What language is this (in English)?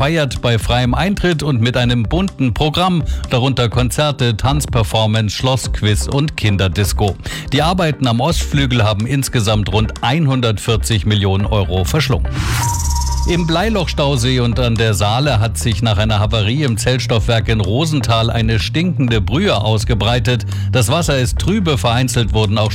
German